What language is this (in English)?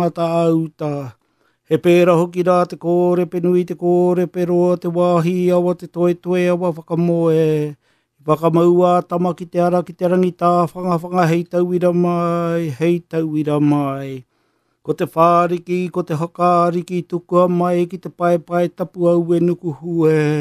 Māori